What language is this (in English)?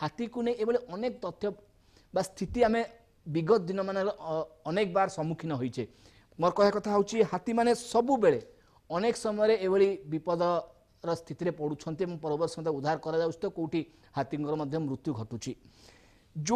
Odia